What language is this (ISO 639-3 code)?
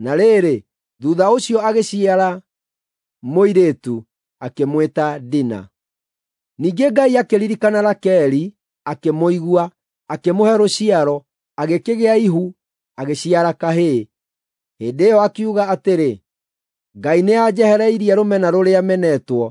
kik